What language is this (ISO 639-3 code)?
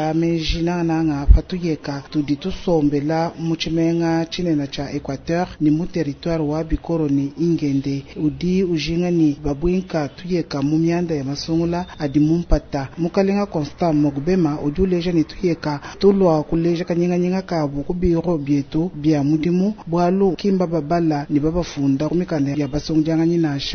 lua